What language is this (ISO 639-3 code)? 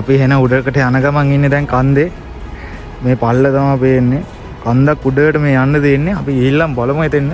sin